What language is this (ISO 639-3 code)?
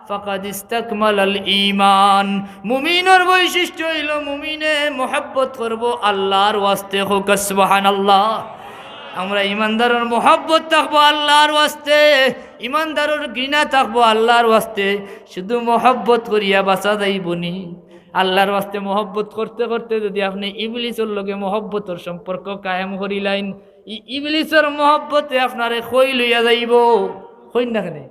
syl